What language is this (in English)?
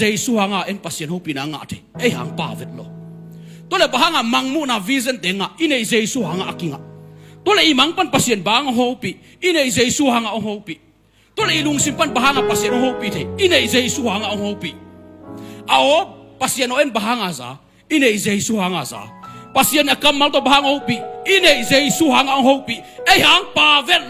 Tedim Chin